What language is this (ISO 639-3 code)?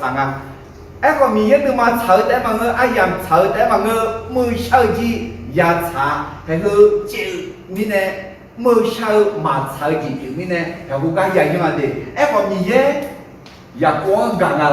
ahk